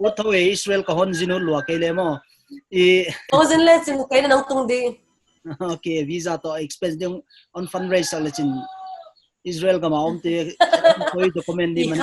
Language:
Paite Chin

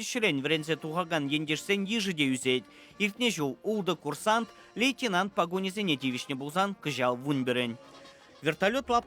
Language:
Chuvash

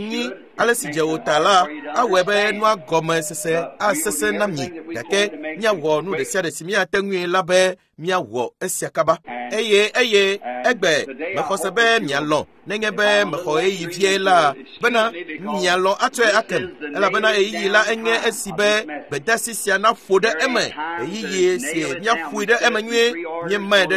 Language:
Ewe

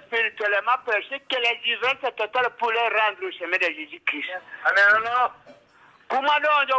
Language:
Tetela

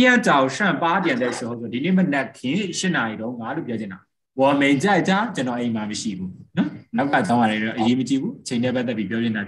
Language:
Burmese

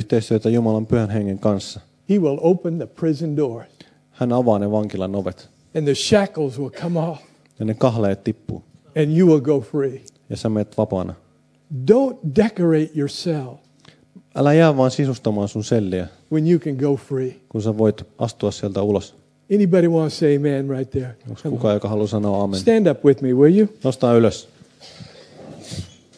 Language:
Finnish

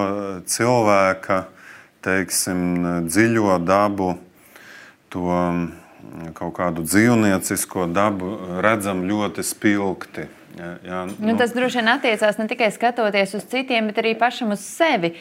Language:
Latvian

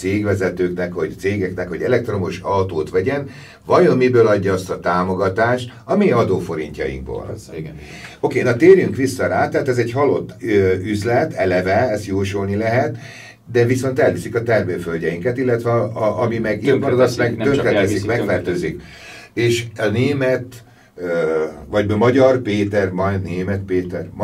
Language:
Hungarian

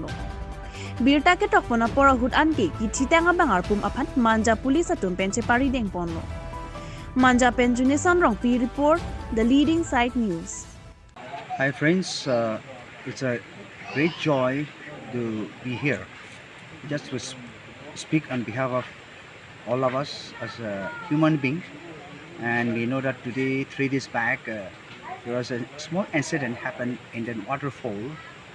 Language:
Karbi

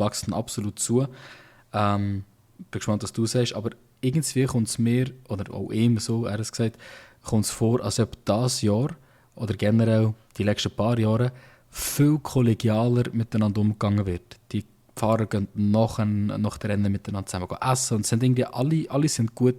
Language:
Swiss German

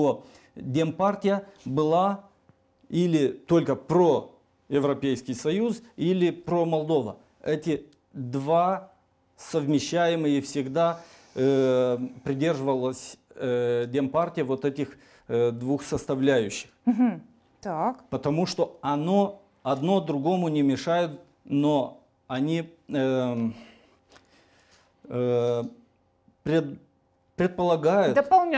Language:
Russian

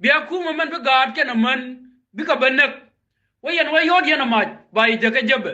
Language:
Nuer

